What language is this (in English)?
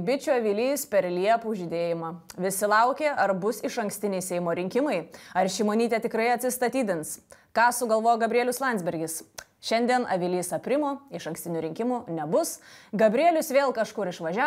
Lithuanian